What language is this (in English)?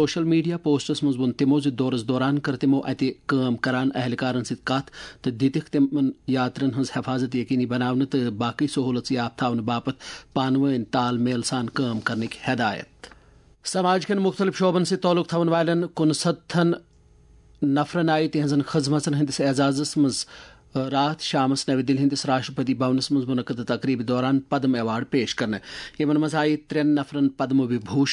Kashmiri